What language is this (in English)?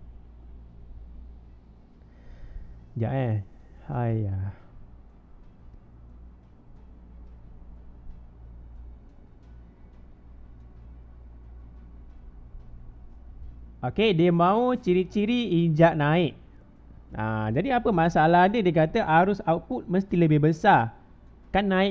Malay